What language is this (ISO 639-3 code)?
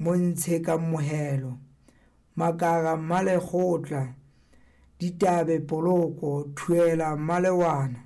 sot